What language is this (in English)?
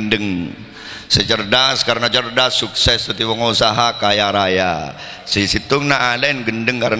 Madurese